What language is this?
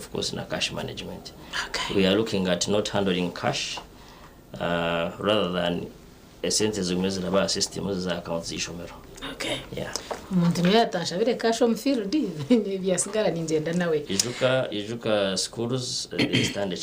Nyankole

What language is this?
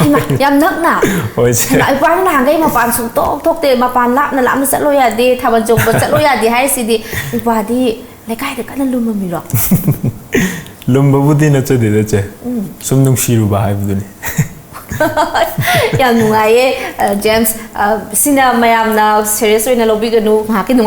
Manipuri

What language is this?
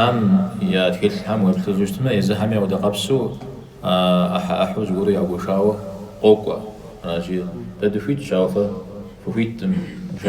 Kabardian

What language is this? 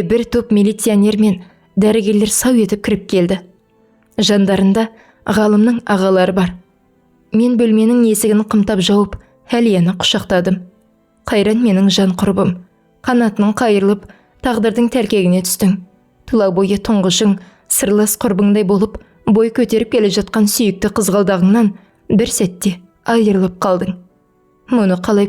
Kazakh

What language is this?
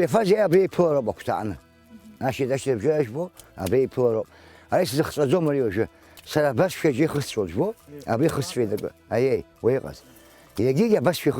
Abkhazian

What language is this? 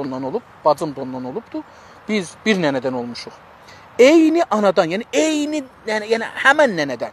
South Azerbaijani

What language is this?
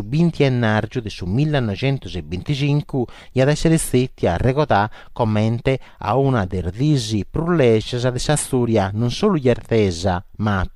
Sardinian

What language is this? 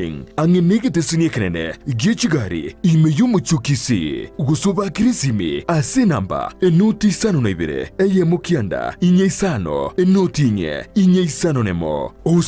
Gusii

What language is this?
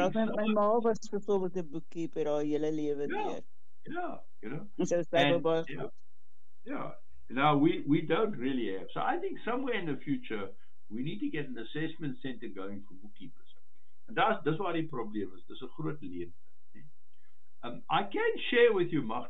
Afrikaans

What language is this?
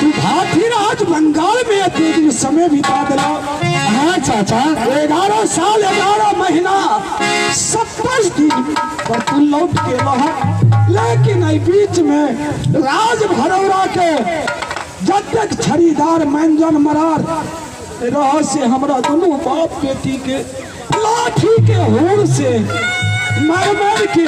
Maithili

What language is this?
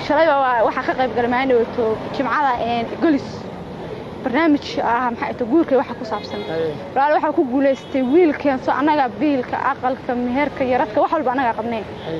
Somali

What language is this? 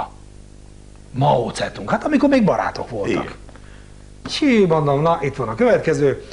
Hungarian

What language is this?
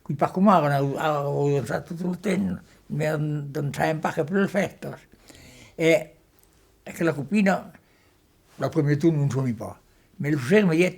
Occitan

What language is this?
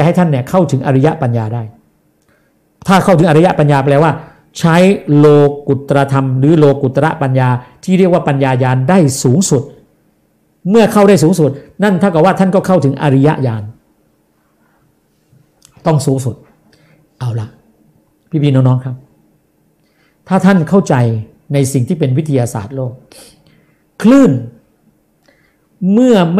Thai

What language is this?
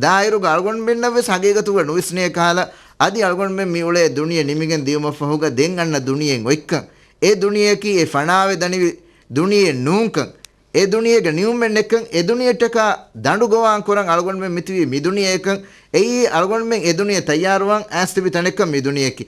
Divehi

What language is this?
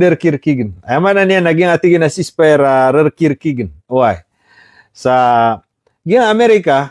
Maranao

